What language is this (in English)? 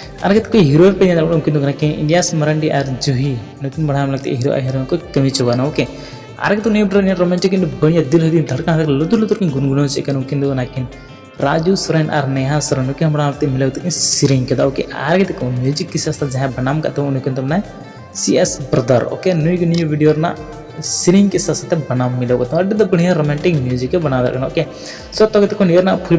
Santali